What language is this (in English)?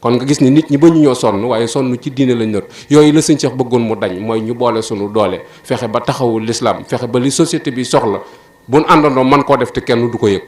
Wolof